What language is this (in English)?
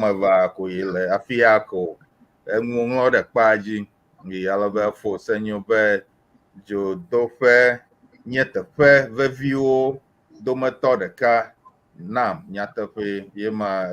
Ewe